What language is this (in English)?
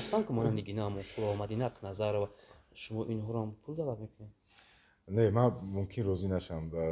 Tajik